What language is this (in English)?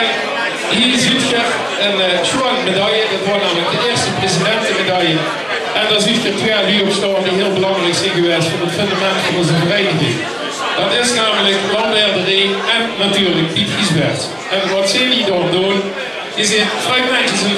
Limburgish